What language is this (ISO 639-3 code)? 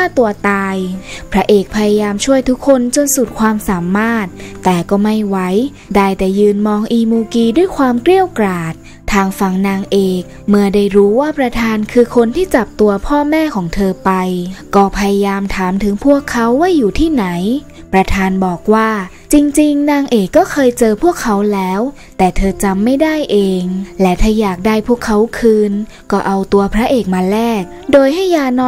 tha